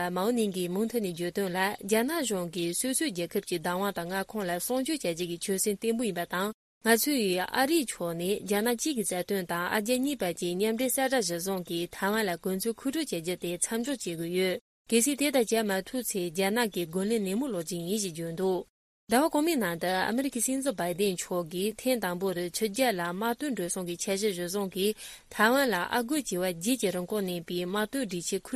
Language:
Tibetan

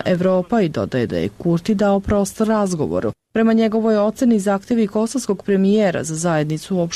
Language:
Serbian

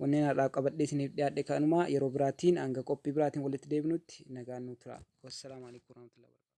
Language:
Oromo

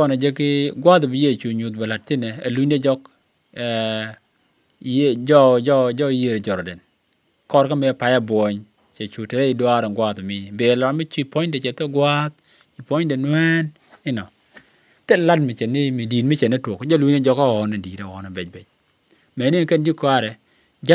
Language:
Nuer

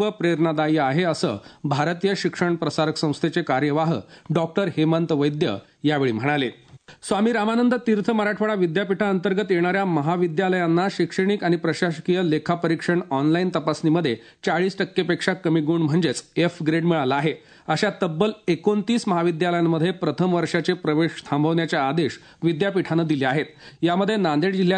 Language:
Marathi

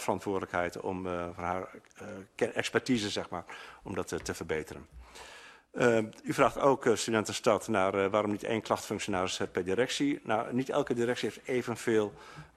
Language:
Dutch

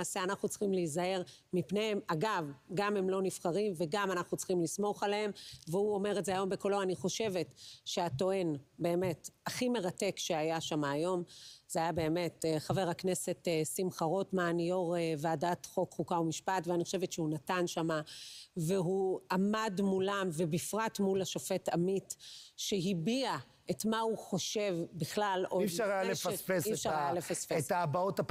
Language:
Hebrew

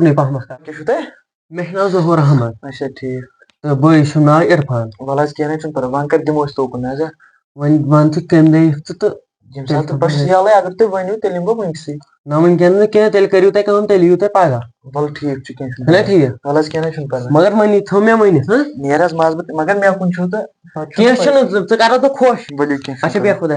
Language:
Kashmiri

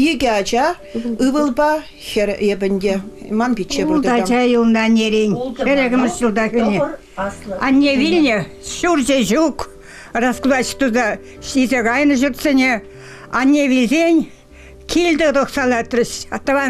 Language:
Chuvash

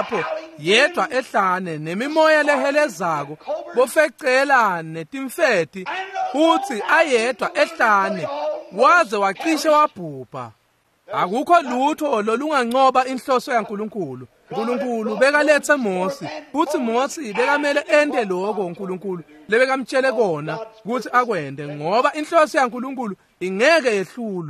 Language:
Swati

